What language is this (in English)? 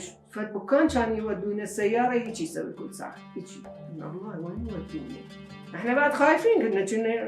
Mesopotamian Arabic